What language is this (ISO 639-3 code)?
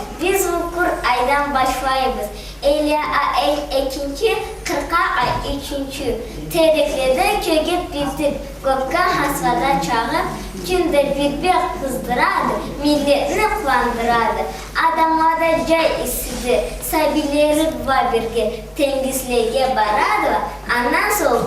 krc